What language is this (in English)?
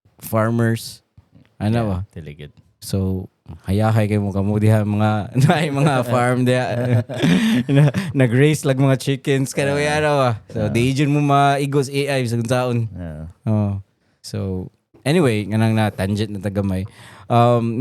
Cebuano